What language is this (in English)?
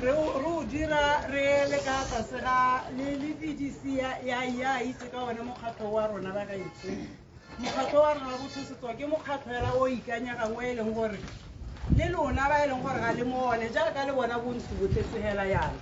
Tswana